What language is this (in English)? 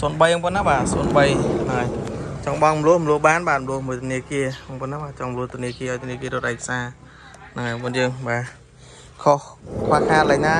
Khmer